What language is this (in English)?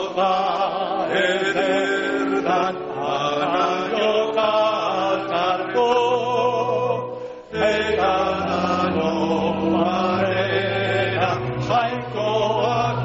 Basque